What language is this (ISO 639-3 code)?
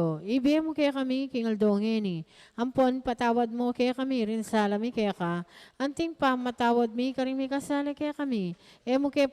pam